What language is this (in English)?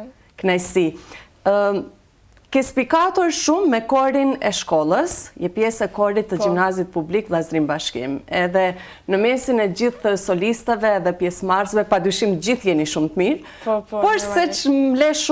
Albanian